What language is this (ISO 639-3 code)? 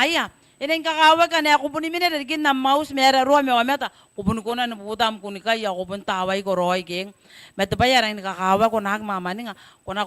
gil